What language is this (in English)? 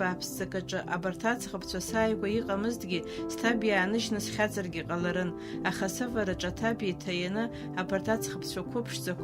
Abkhazian